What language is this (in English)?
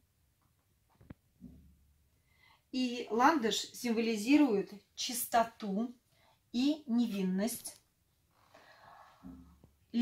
Russian